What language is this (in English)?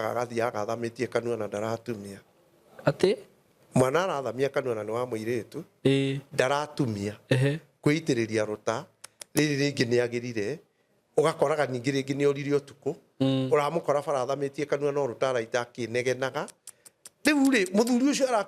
Kikuyu